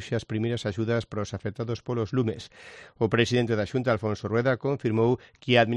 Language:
Galician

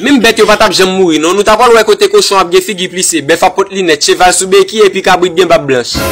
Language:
Haitian Creole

